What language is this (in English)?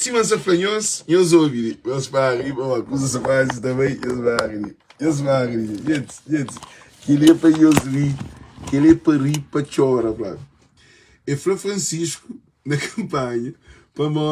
Kabuverdianu